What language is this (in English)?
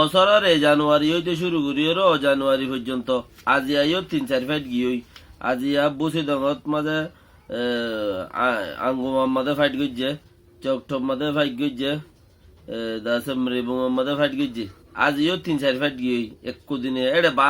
Rohingya